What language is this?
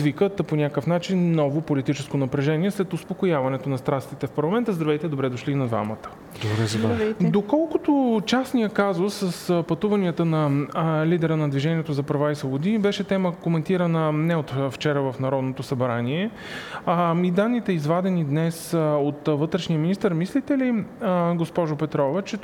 Bulgarian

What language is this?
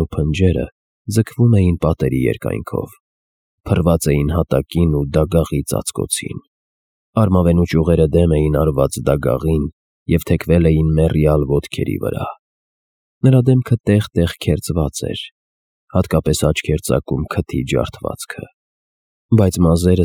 Armenian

